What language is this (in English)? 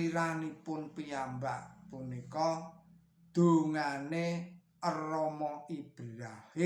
Javanese